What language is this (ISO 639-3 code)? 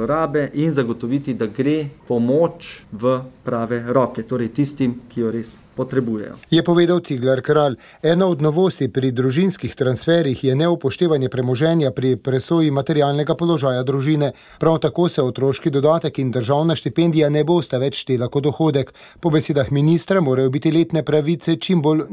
slv